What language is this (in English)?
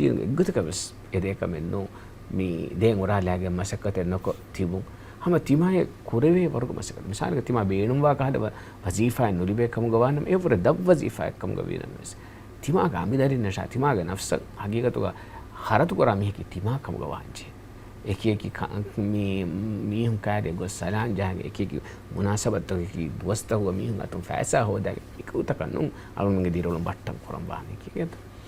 Divehi